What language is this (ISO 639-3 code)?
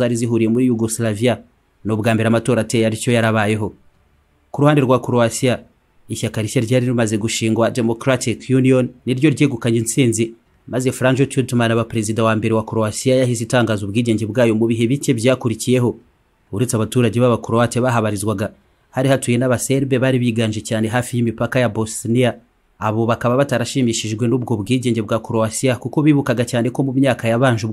kin